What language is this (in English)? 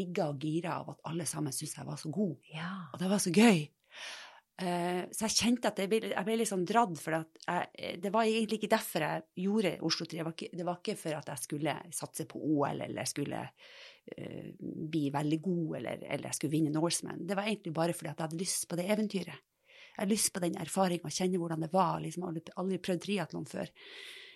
Norwegian